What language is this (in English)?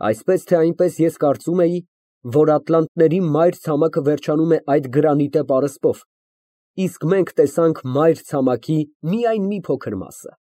Armenian